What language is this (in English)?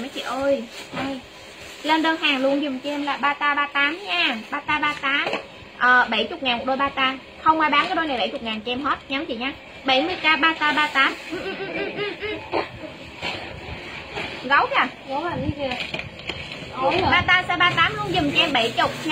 Vietnamese